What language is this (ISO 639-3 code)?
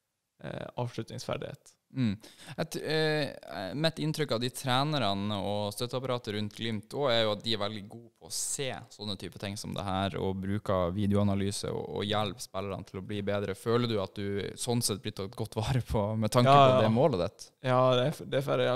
nor